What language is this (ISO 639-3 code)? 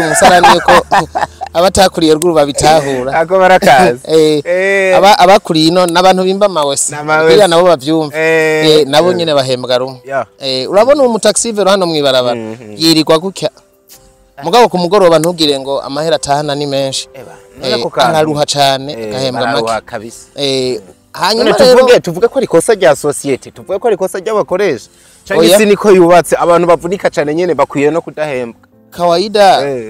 run